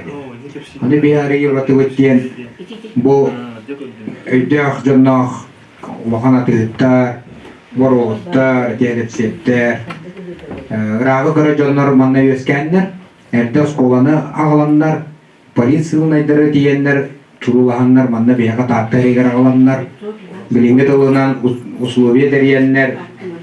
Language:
Yakut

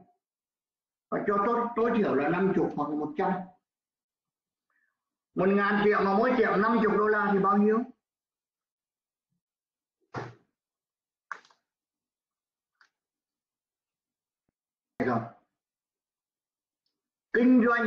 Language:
Vietnamese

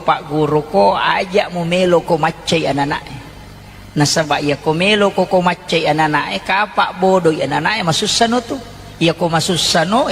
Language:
Buginese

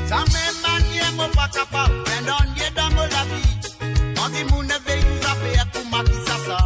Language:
Morisyen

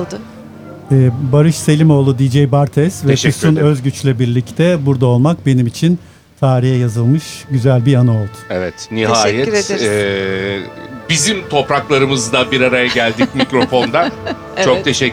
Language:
Turkish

